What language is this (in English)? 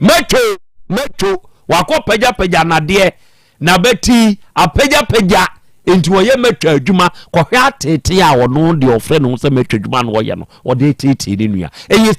Akan